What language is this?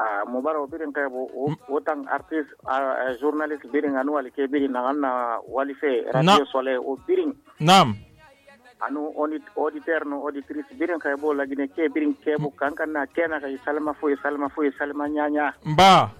Susu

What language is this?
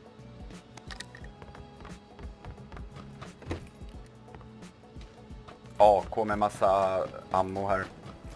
Swedish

